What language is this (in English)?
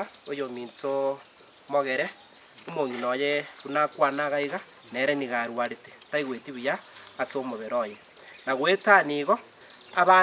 Gusii